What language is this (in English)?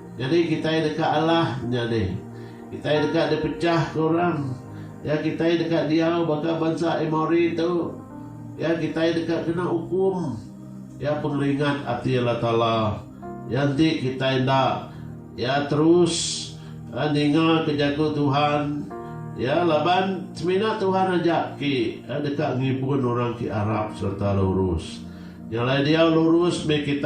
Iban